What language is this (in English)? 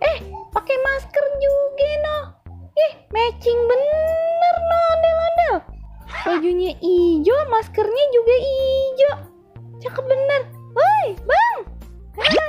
Betawi